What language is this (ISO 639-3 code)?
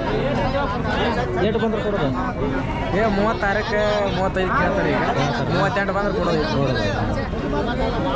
kan